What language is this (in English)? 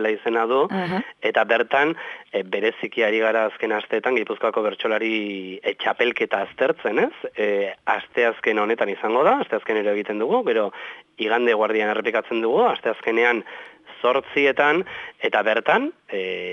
Basque